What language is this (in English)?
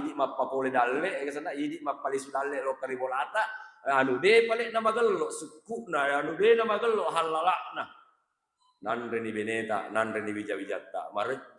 Buginese